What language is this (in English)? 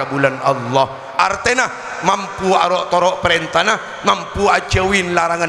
Madurese